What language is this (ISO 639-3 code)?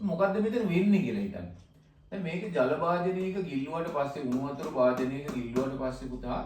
sin